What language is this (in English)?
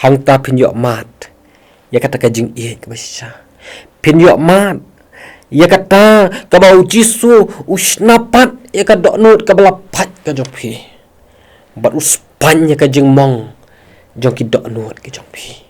Khasi